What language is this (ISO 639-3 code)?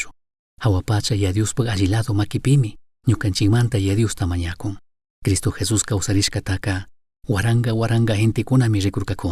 qug